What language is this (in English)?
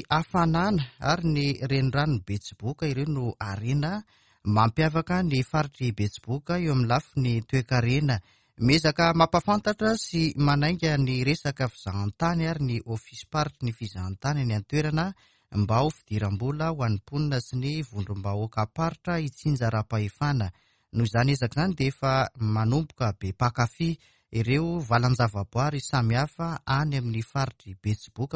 Malagasy